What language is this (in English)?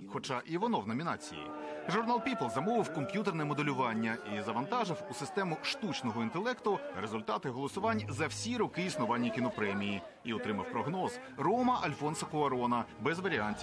Ukrainian